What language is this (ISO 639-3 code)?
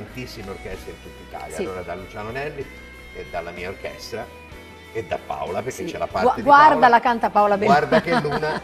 ita